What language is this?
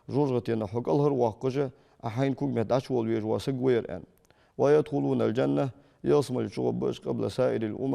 Ingush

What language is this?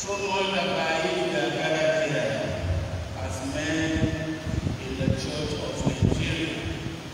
English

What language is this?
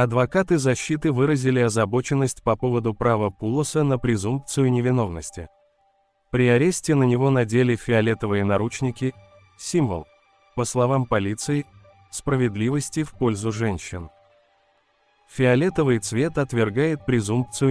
Russian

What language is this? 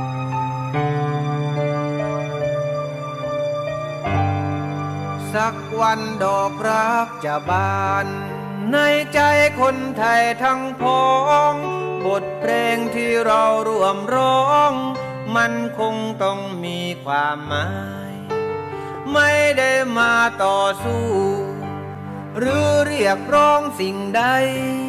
Thai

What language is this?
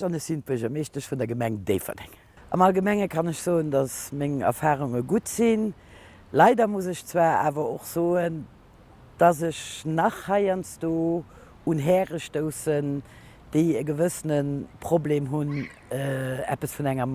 Luxembourgish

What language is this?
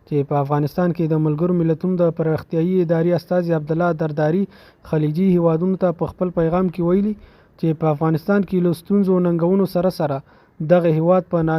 Pashto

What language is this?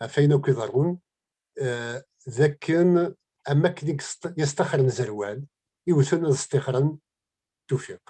Kabyle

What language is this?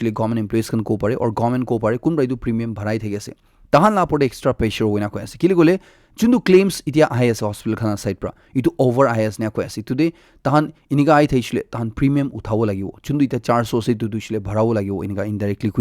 Naga Pidgin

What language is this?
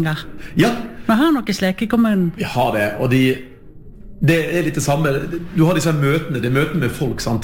Norwegian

